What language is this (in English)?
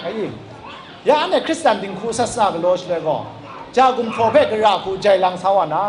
Kachin